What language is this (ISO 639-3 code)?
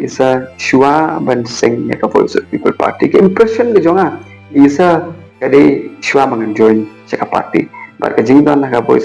kha